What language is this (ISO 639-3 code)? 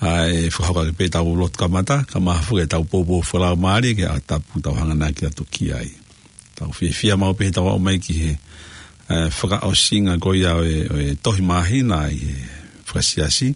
ton